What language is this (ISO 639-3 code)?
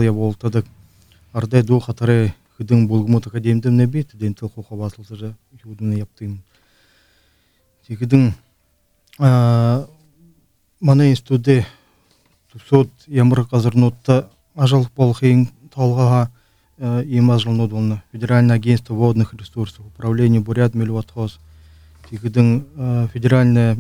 bua